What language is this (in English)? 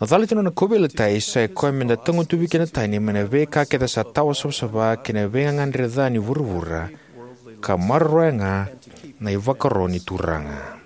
Fijian